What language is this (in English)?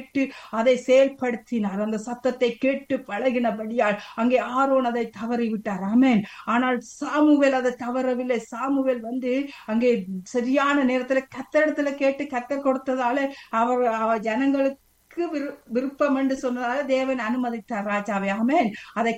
Tamil